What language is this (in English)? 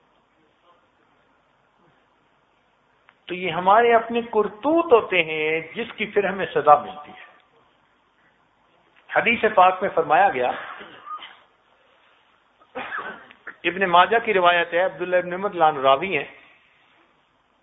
Urdu